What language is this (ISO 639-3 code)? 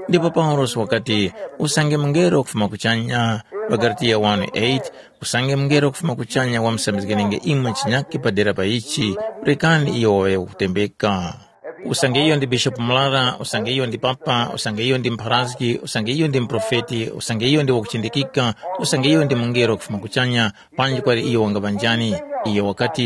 tum